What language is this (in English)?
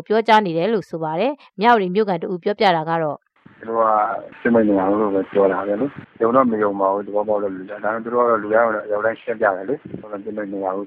Burmese